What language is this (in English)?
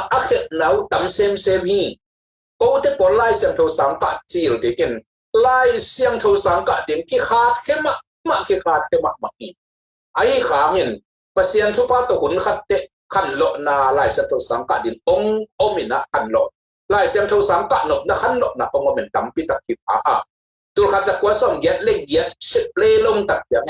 Tedim Chin